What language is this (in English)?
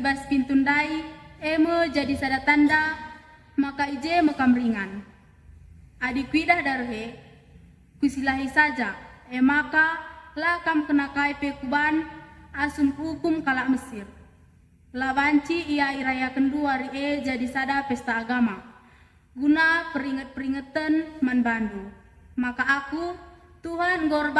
Batak Karo